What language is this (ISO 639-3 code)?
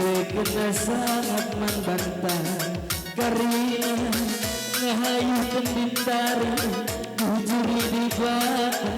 btx